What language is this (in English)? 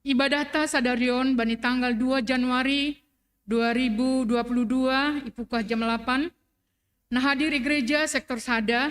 Batak Simalungun